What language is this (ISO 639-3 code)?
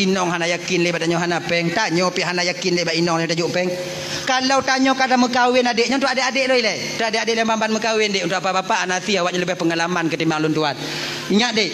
ace